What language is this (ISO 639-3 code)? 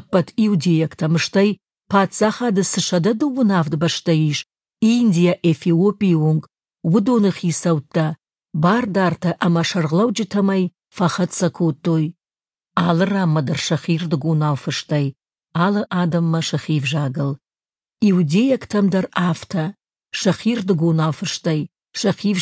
oss